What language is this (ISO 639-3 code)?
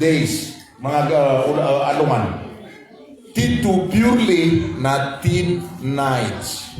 mrw